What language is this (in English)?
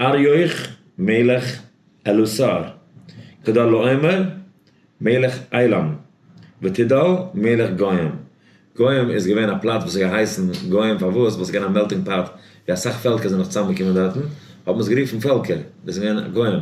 Yiddish